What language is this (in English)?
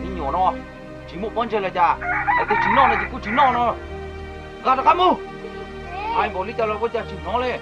Hmong